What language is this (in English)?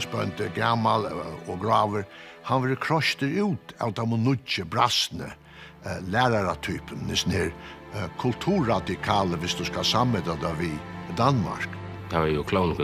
Faroese